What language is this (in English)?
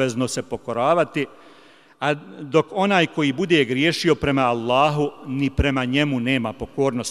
Bosnian